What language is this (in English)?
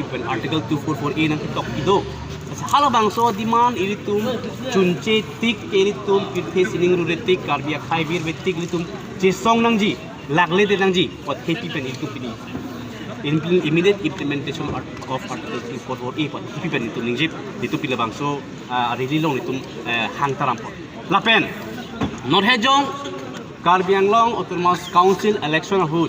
Karbi